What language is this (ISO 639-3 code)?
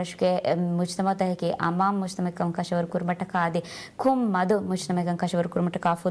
div